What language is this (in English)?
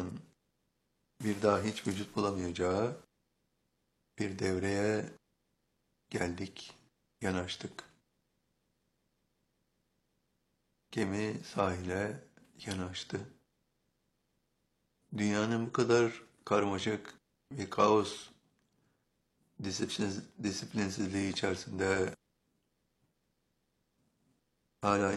Turkish